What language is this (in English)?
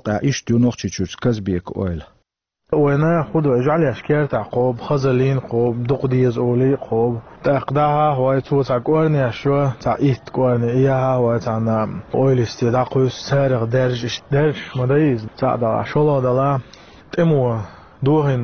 Chechen